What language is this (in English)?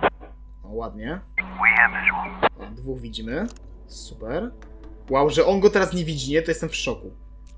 Polish